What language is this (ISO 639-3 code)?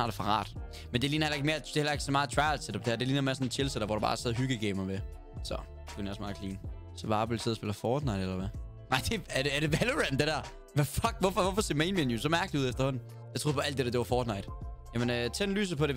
dan